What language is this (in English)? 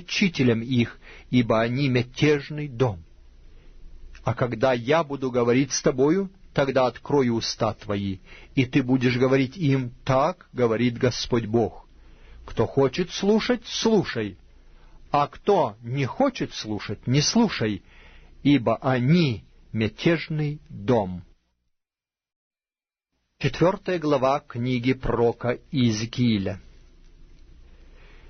Russian